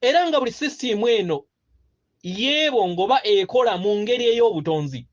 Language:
Ganda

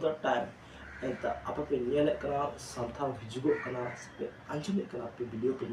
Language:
Santali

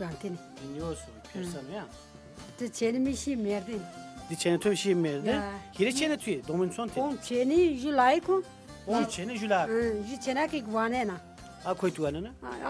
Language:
Zaza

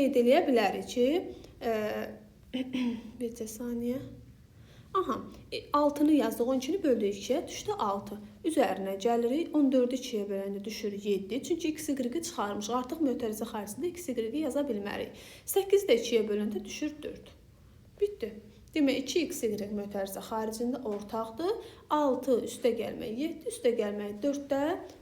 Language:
Azerbaijani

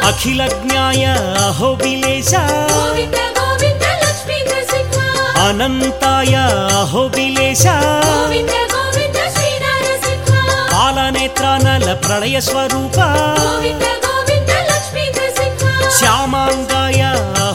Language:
Telugu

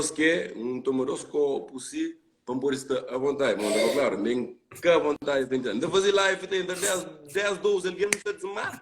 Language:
Kabuverdianu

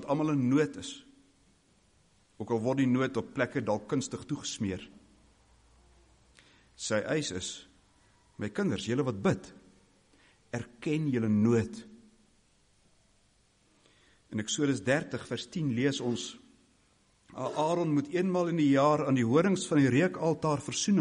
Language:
Afrikaans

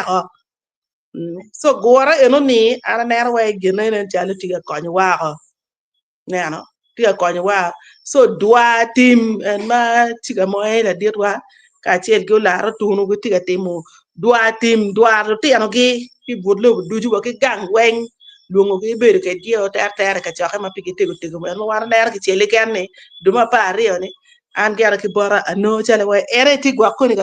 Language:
Acoli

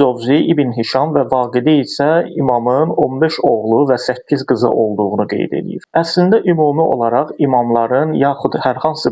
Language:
Azerbaijani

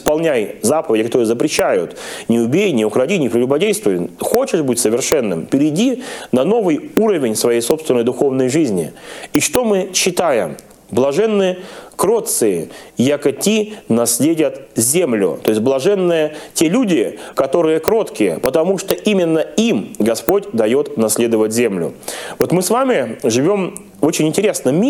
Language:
Russian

